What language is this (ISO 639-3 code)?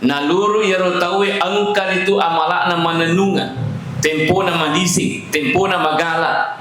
bug